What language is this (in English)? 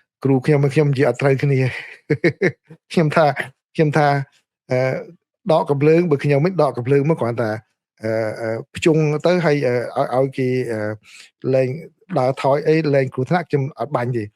Khmer